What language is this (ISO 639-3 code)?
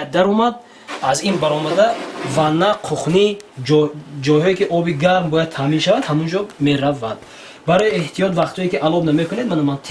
tgk